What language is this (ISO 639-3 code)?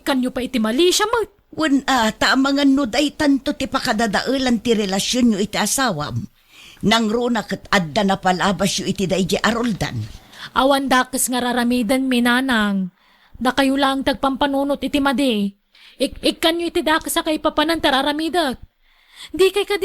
ilo